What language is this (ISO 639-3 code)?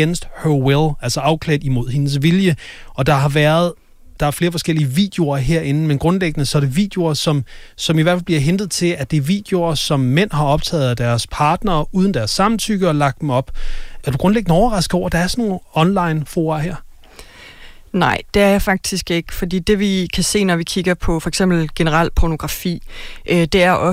dan